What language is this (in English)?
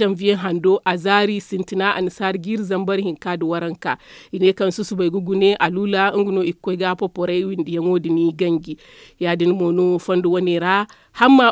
Zarma